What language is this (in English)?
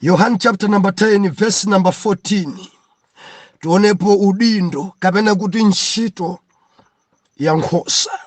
Nyanja